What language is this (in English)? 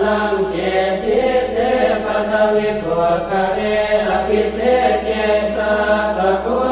Pali